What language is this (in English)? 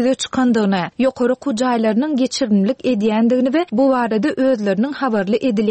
Turkmen